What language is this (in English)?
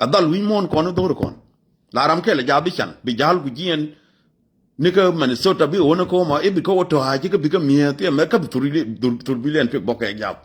Nuer